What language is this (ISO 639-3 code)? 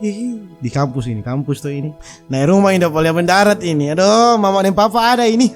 xmm